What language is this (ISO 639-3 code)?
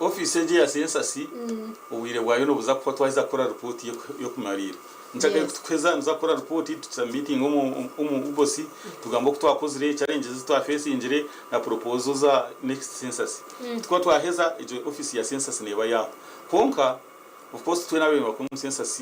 nyn